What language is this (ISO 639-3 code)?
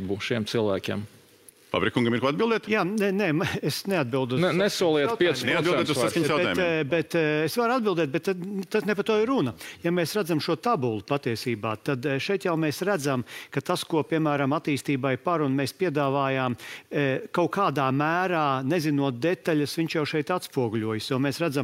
lav